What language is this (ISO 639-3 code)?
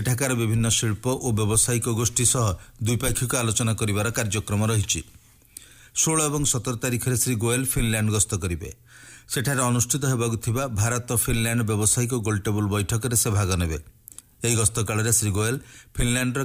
ori